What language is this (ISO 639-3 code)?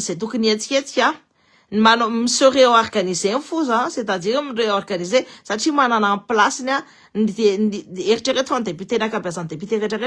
mlg